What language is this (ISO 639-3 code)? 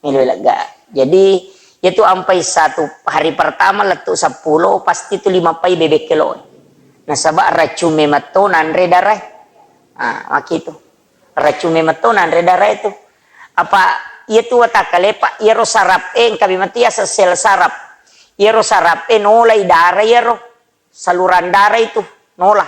bug